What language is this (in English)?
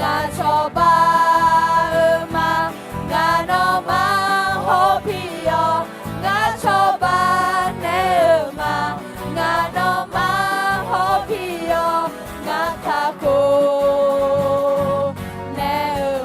Akha